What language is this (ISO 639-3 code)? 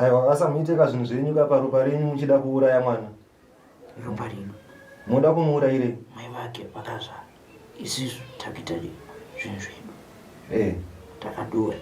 sna